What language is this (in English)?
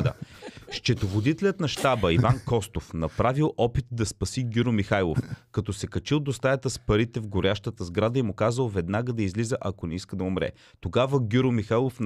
Bulgarian